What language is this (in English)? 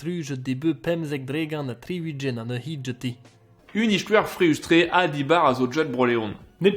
Breton